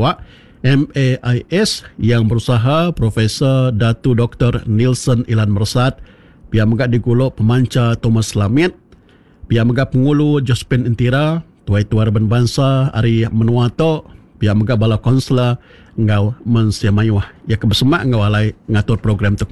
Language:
Iban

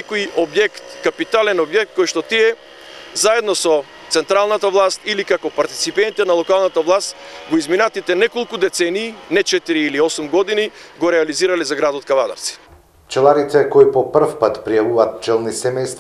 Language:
Macedonian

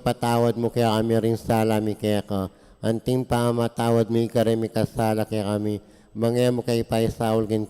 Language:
Pampanga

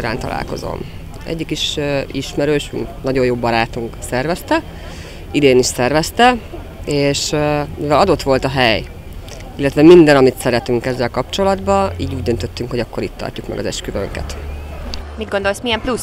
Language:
Hungarian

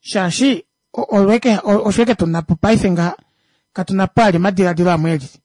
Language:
Kuanyama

